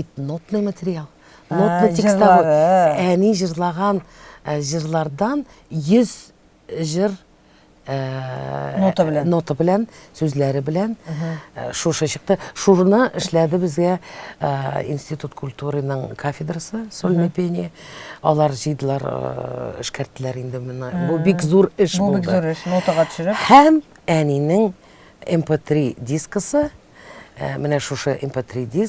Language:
Tatar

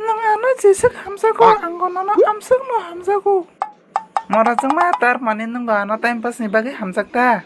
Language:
Kok Borok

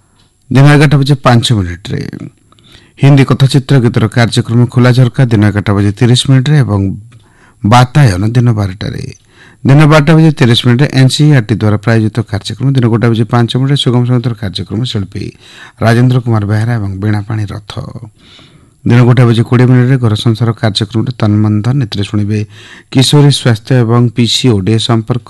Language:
Odia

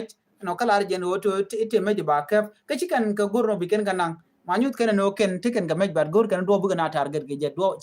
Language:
Nuer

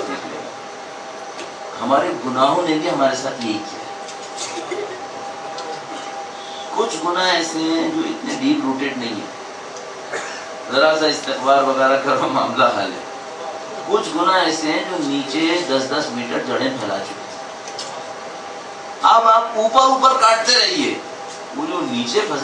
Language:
Urdu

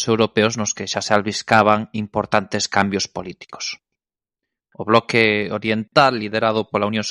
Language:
Galician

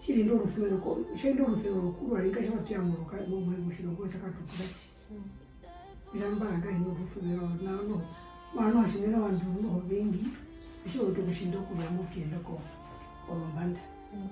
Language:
Herero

